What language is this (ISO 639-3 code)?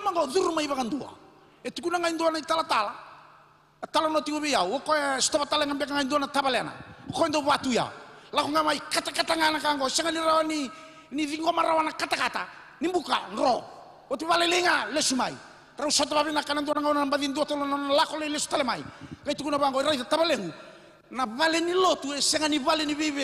fij